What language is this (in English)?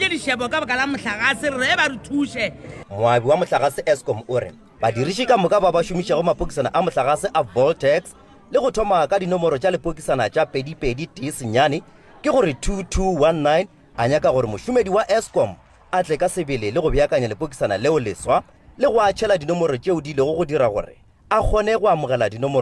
Northern Sotho